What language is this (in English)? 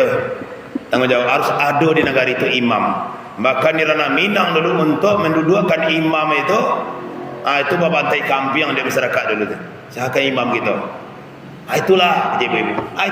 Minangkabau